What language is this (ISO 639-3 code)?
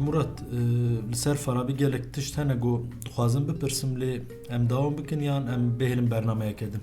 kur